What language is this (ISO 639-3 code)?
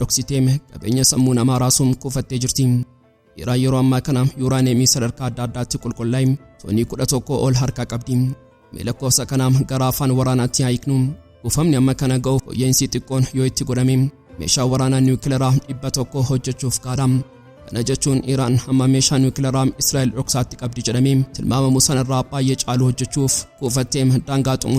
orm